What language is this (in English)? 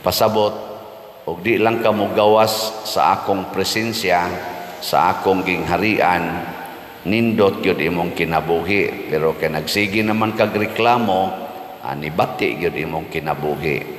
Cebuano